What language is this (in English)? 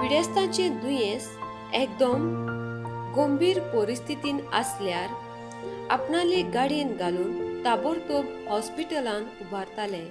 Konkani